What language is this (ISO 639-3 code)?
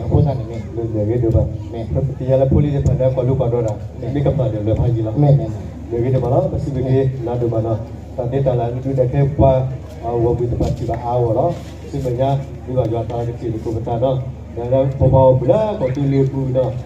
ksw